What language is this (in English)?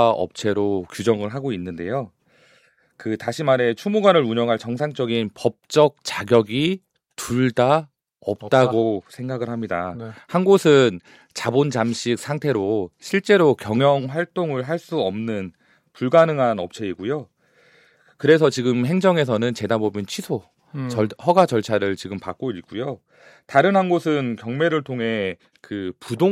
Korean